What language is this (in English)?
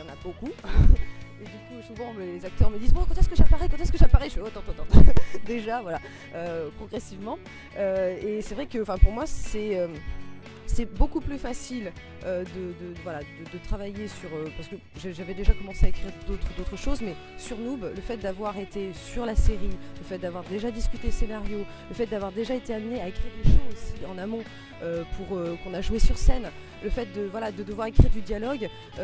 French